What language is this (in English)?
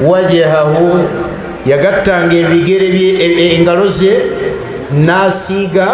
Ganda